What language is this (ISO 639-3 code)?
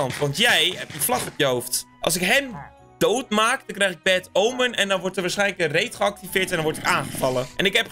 nld